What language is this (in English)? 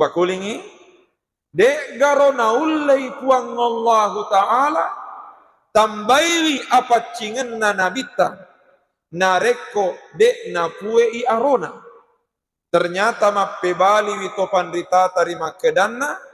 Buginese